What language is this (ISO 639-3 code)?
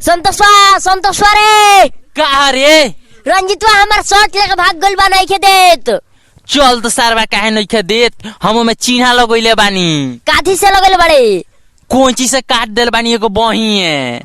bho